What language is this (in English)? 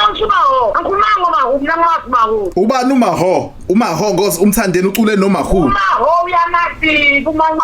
Zulu